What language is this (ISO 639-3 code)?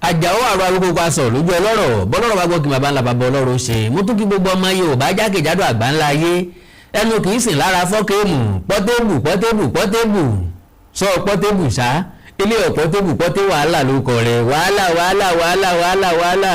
yor